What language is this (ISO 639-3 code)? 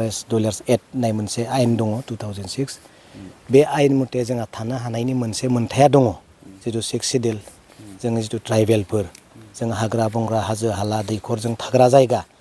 brx